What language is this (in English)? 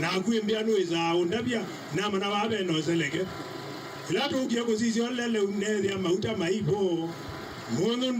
Kamba